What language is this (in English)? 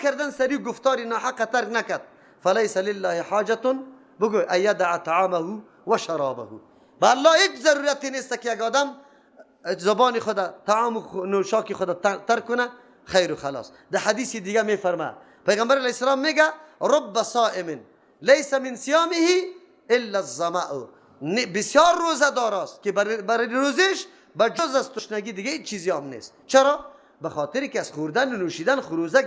Persian